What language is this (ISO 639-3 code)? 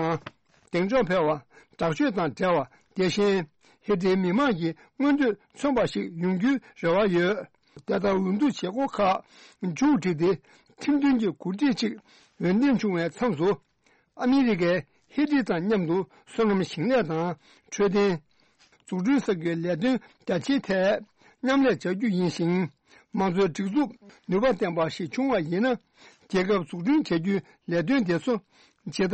bod